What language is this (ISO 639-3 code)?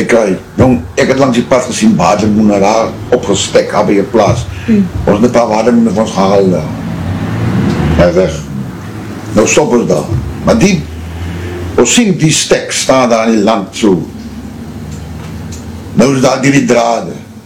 afr